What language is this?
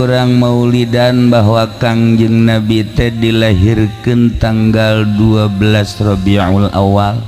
Sundanese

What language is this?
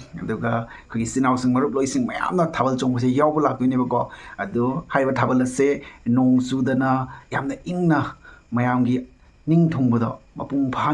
Manipuri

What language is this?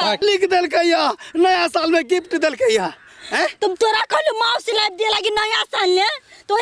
Maithili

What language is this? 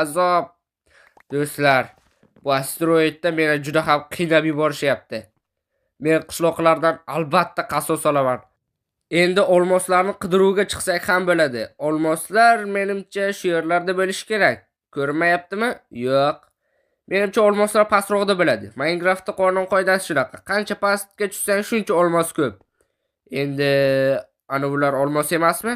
Uzbek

